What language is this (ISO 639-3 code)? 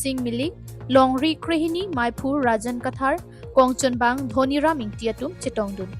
mjw